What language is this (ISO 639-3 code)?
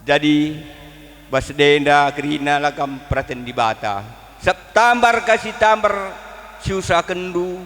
btx